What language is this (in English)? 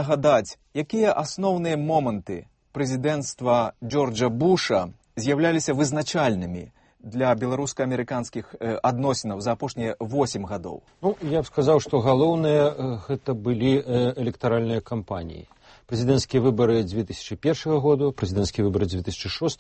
Belarusian